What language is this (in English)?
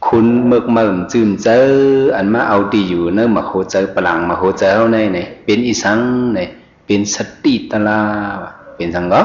Shan